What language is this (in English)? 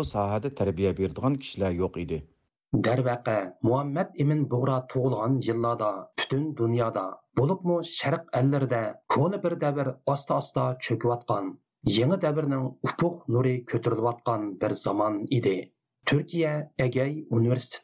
Uyghur